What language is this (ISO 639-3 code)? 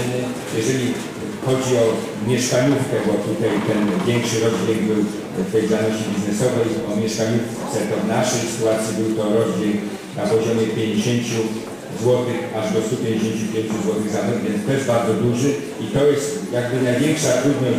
pol